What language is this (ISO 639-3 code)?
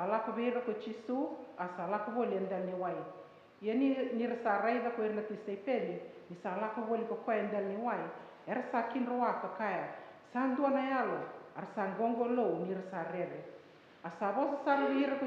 fij